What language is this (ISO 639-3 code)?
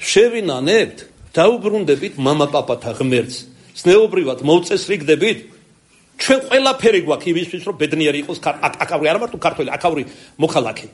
kat